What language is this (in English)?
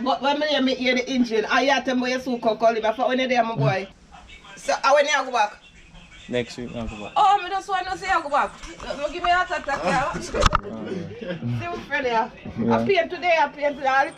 Jamaican Creole English